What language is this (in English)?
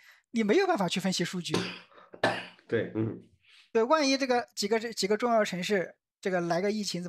Chinese